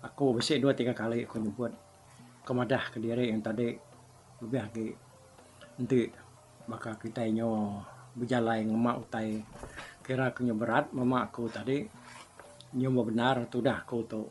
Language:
Iban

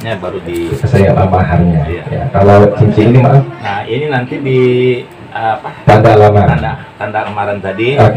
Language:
Betawi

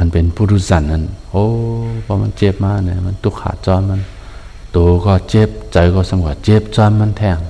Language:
Shan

